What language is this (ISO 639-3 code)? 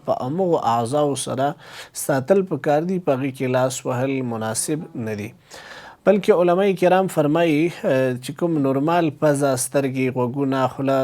pus